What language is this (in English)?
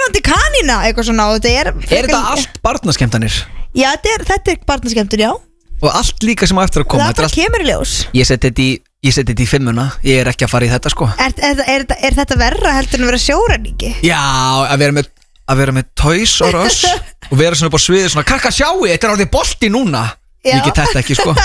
Icelandic